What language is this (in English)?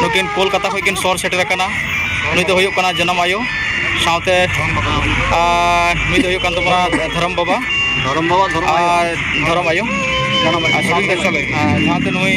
Santali